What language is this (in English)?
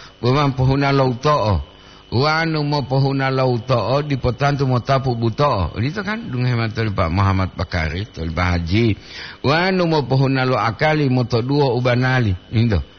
Gorontalo